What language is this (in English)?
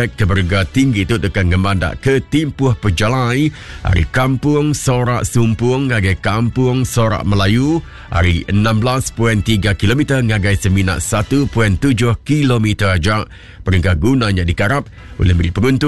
Iban